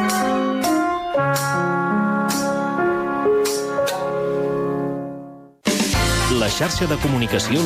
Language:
Catalan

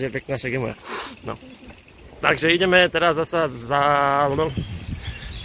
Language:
Slovak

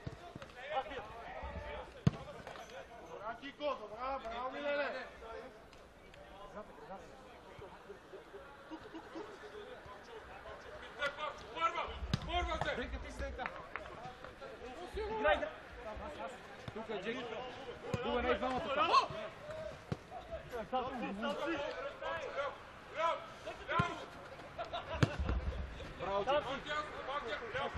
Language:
Bulgarian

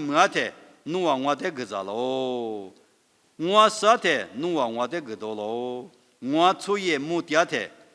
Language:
Lisu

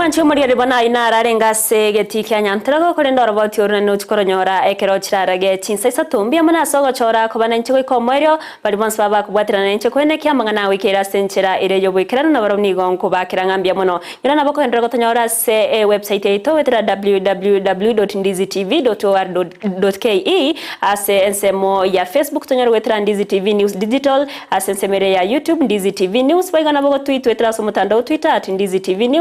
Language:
Gusii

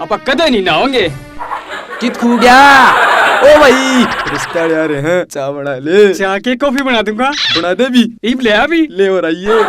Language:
Haryanvi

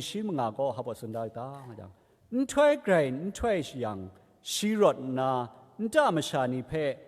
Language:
Kachin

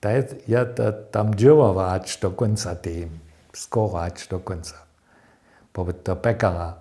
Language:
Upper Sorbian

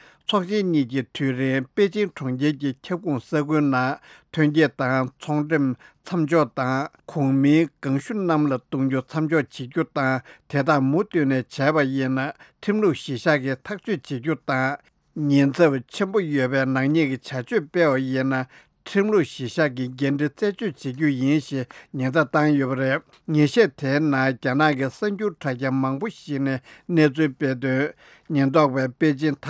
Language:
Tibetan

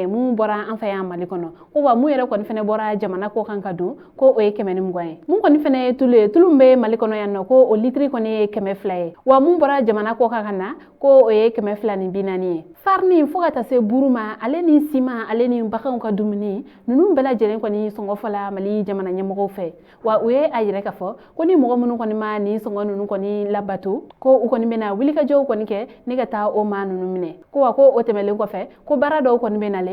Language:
Bambara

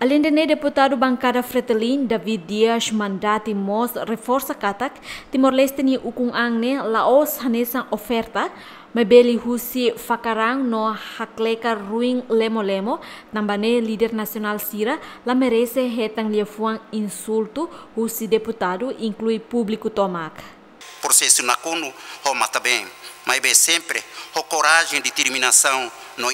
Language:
Tetum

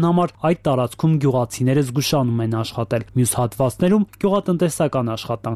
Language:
Armenian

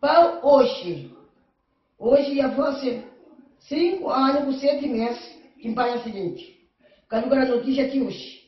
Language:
Kabuverdianu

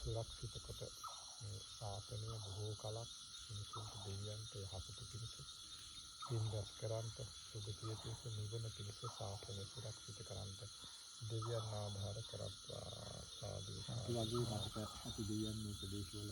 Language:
Sinhala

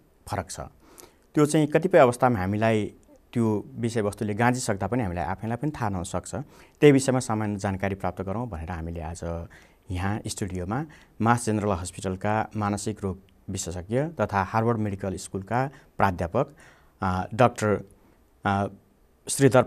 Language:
Nepali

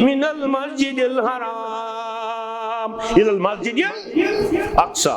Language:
Kashmiri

